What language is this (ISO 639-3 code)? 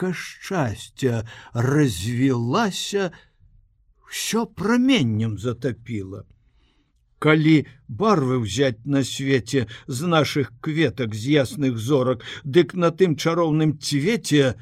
bel